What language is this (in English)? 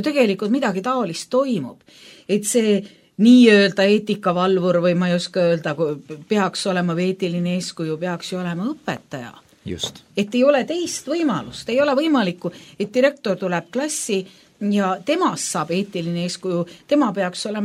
Estonian